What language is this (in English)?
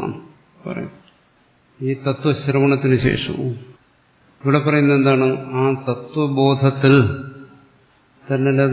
Malayalam